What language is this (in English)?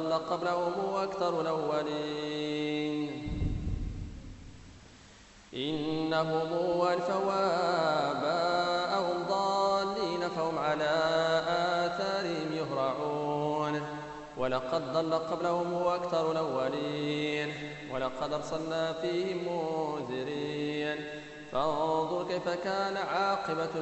Arabic